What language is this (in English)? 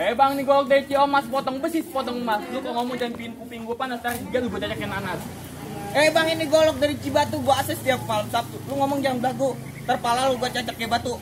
Betawi